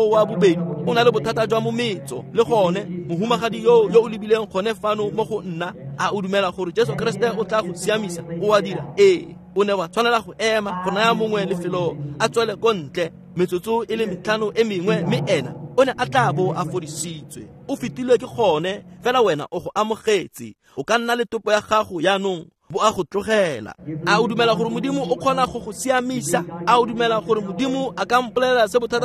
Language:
Tswana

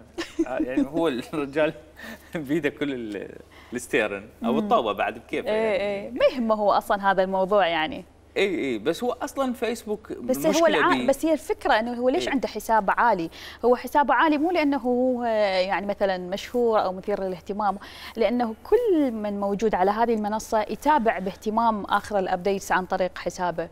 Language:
Mesopotamian Arabic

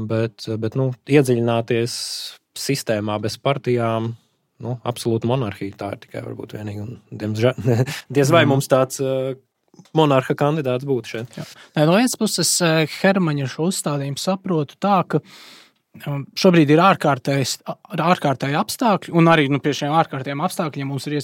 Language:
Latvian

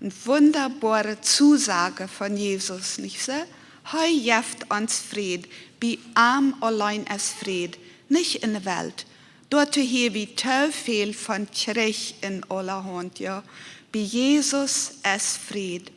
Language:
Plautdietsch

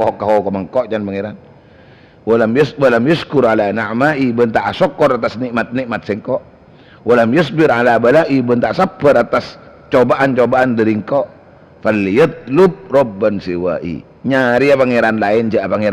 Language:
Madurese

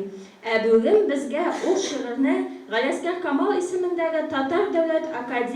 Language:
Tatar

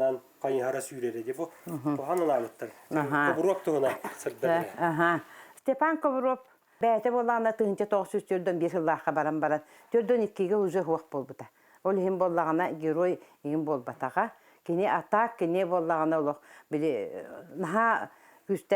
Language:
Yakut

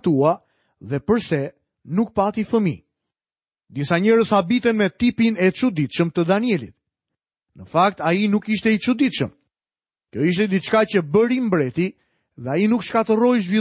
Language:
Albanian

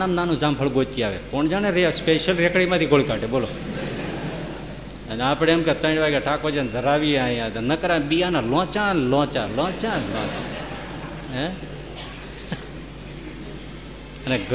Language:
Gujarati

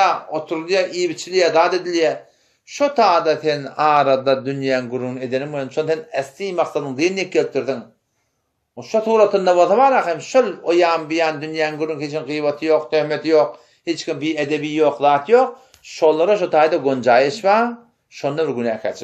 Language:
Turkmen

